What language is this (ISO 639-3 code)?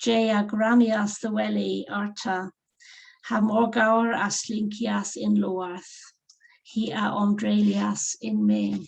cor